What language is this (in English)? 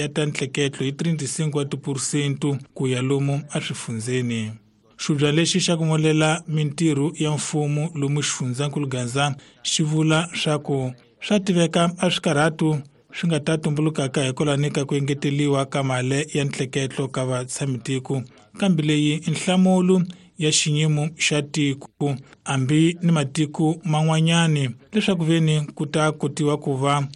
Tsonga